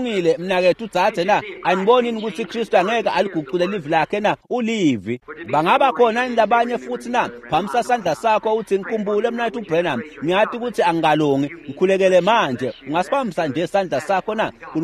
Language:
Swati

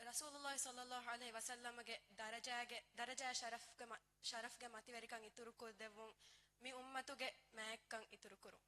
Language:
Divehi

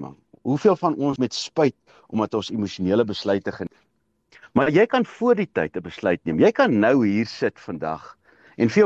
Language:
Afrikaans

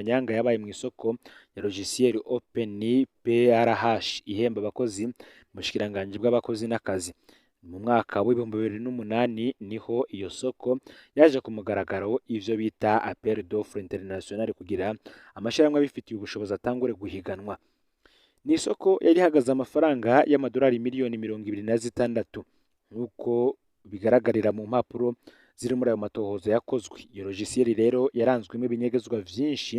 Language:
Rundi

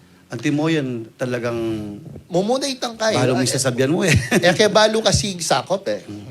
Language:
Pampanga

